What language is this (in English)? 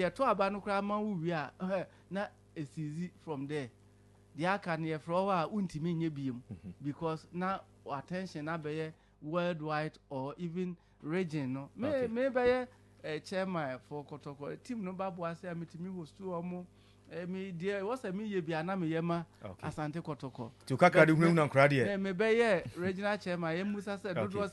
Akan